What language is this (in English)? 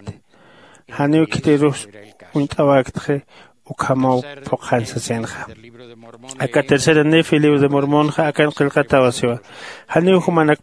Aymara